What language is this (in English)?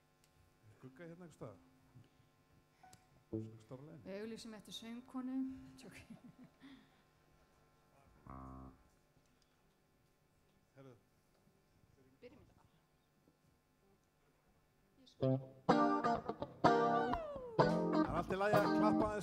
Icelandic